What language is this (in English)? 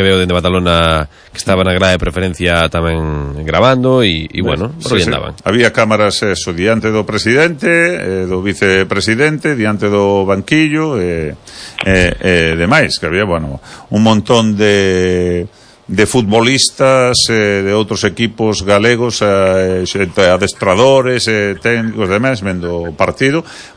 Galician